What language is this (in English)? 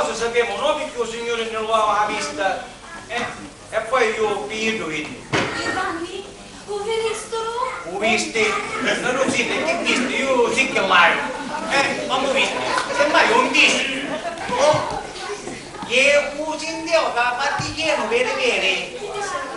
Sicilian